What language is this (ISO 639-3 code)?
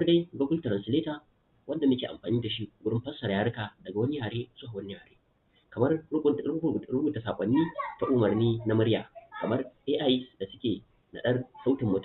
hau